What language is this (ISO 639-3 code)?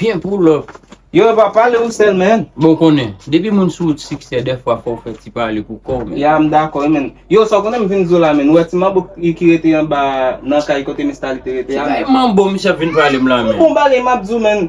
hat